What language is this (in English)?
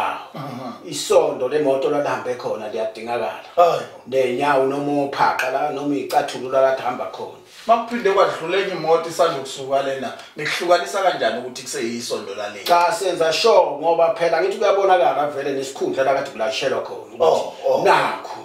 Zulu